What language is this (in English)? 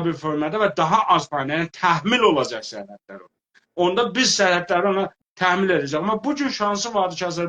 South Azerbaijani